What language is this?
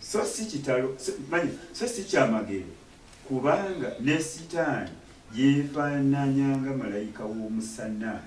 Ganda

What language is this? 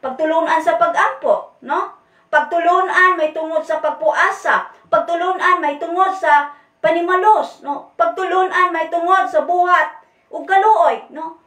Cebuano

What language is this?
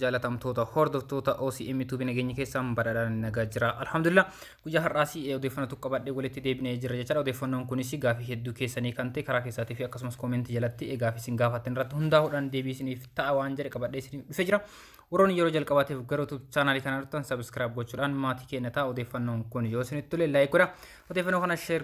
Oromo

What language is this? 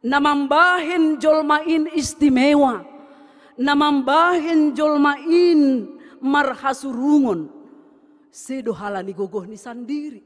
Batak Simalungun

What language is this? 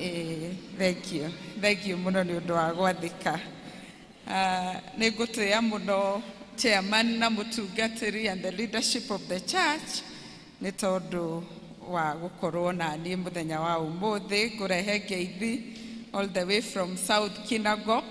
Kikuyu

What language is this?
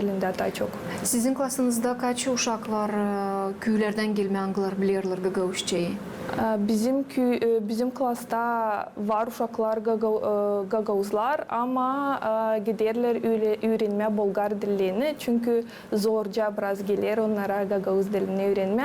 Gagauz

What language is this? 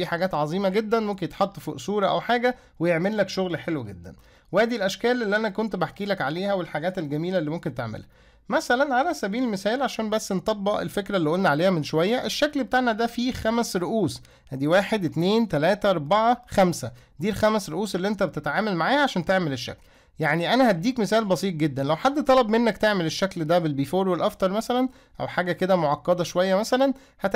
Egyptian Arabic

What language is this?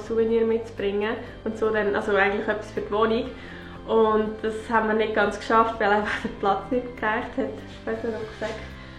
Swiss German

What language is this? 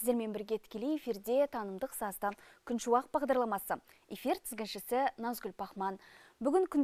Kazakh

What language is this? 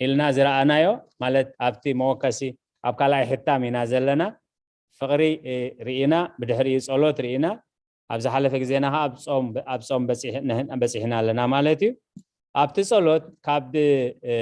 Tigrinya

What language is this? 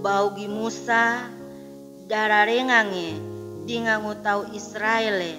Sangir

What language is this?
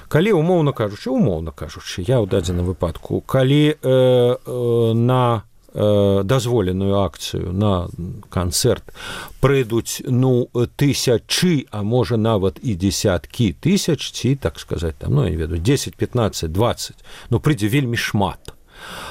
Belarusian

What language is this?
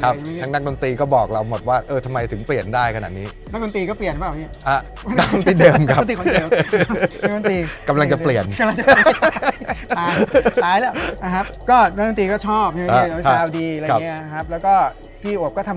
Thai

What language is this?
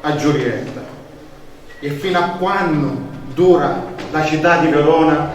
Sicilian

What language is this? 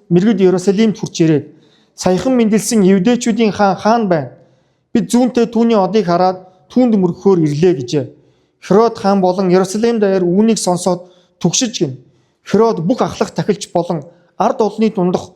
Mongolian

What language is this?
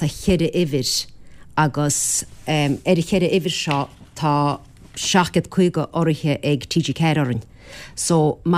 Irish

